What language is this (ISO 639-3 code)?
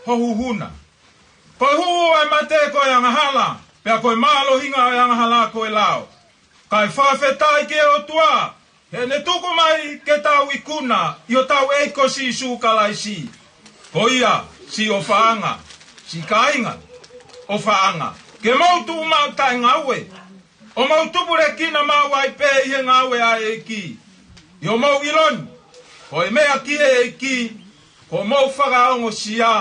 ton